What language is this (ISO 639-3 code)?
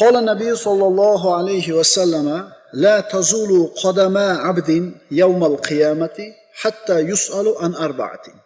uzb